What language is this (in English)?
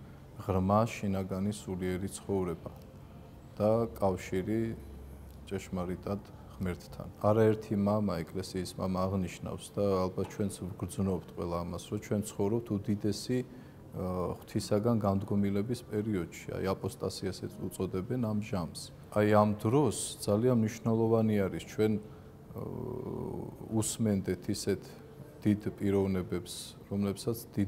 Georgian